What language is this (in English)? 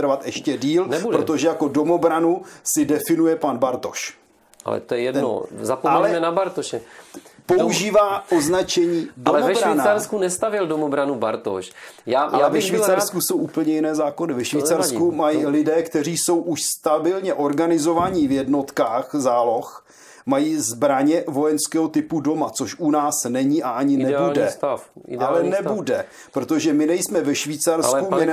Czech